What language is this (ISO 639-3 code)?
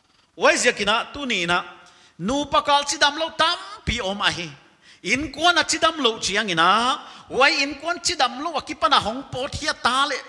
pck